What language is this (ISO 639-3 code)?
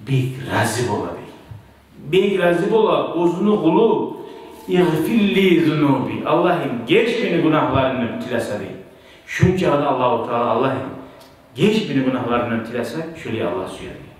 kum